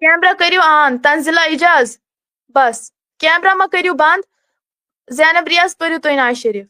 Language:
Kashmiri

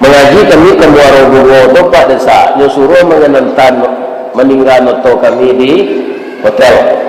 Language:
Minangkabau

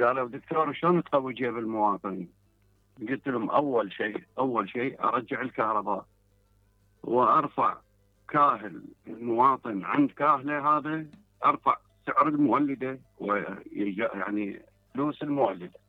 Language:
Mesopotamian Arabic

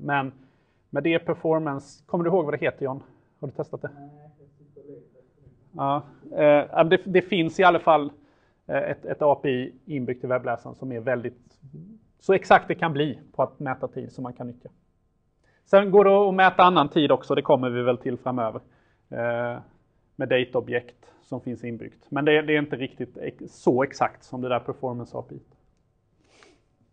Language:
Swedish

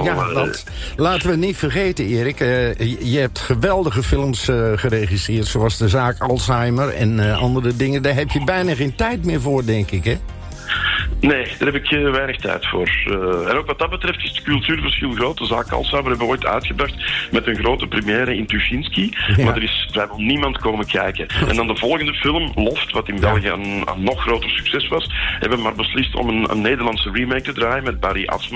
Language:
Dutch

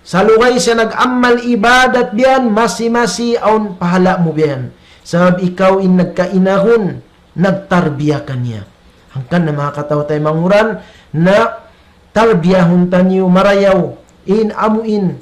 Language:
Tausug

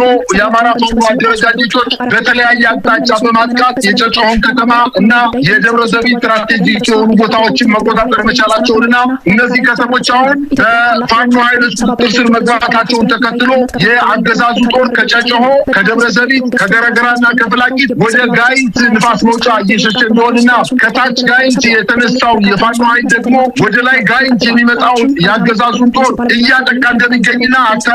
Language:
Amharic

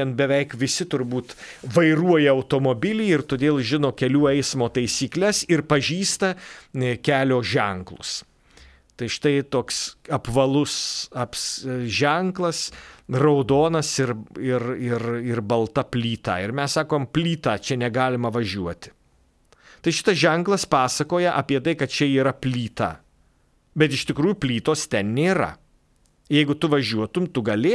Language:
Lithuanian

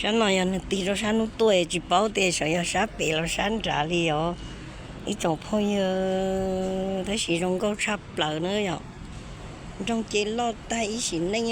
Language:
Hmong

